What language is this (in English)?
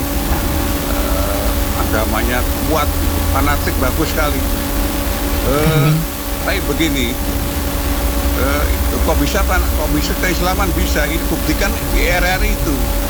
Indonesian